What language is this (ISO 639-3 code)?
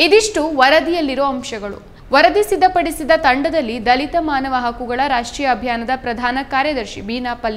kan